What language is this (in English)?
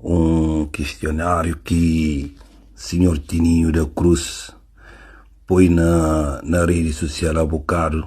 Kabuverdianu